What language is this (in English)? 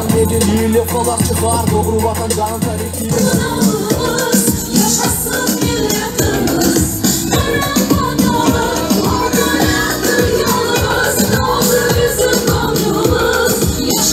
Crimean Tatar